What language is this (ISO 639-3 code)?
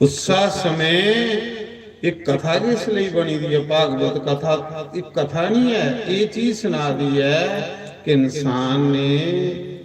doi